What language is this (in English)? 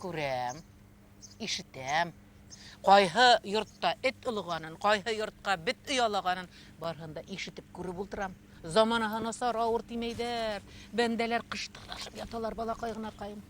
Bashkir